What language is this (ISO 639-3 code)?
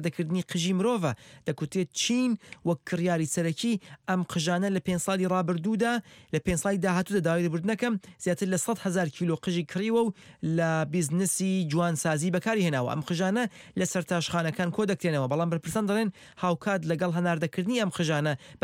ckb